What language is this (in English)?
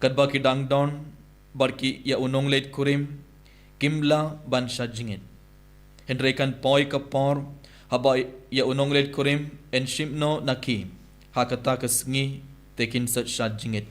Khasi